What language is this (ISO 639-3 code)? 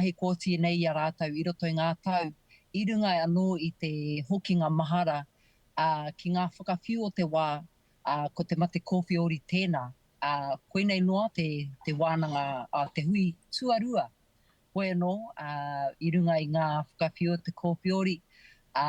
mri